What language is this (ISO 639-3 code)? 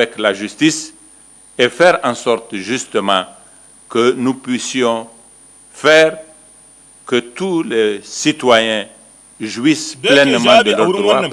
hau